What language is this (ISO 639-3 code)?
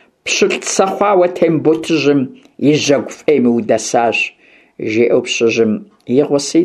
kbd